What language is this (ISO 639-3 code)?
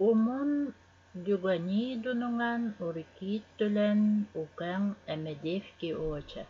evn